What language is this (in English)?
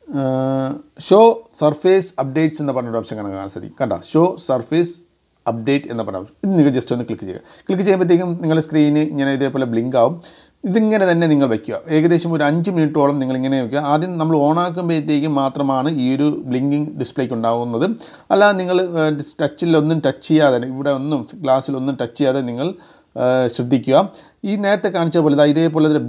Malayalam